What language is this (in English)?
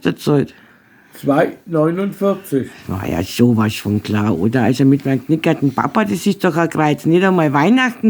Bavarian